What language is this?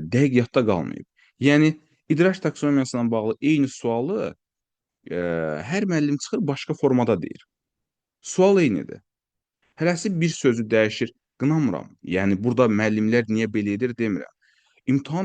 Azerbaijani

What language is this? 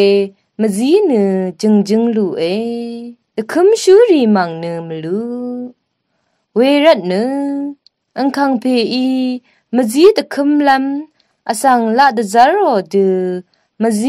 Rawang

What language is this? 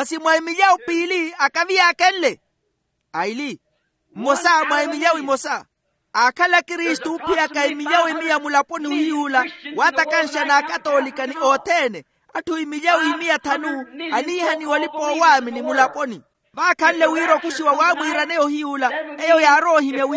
Makhuwa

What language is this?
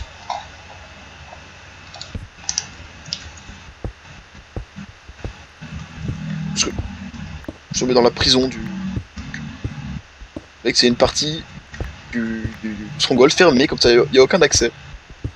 French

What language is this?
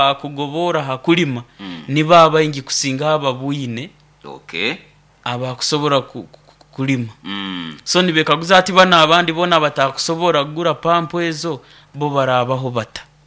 Nyoro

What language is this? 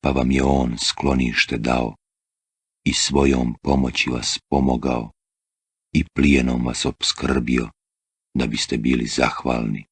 Bosnian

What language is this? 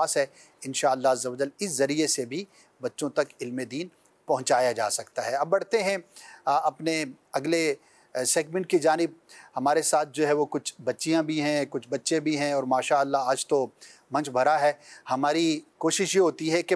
Urdu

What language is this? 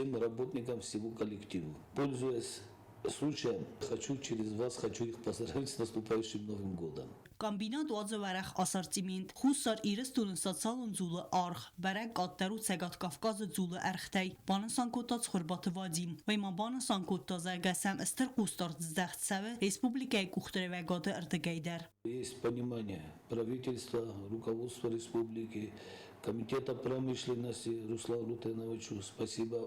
Ossetic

